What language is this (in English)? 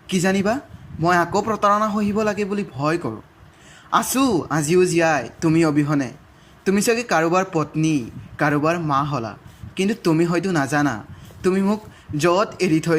Assamese